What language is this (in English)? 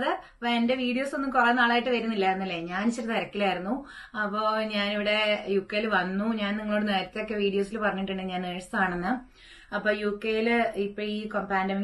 Malayalam